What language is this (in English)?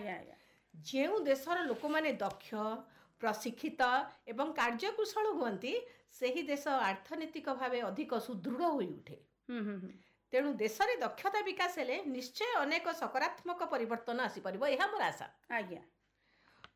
Odia